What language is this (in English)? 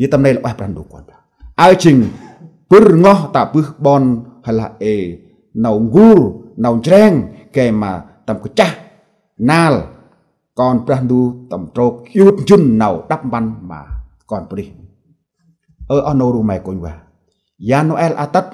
Central Mnong